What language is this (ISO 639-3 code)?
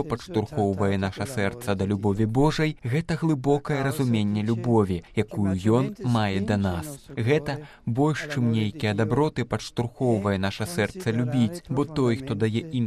bel